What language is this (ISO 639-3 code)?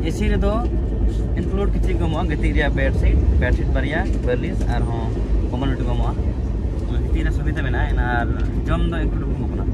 sat